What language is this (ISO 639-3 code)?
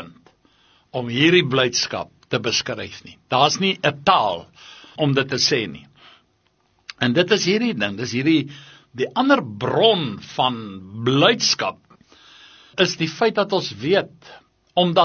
afr